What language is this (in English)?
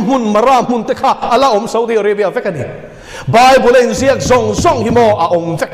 Mizo